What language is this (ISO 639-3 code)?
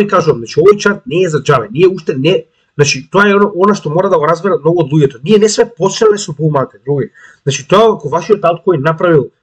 mkd